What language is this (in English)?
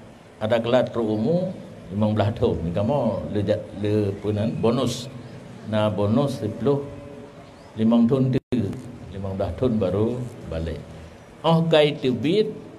Achinese